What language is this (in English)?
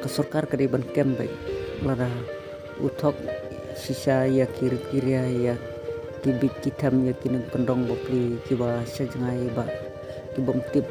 Khasi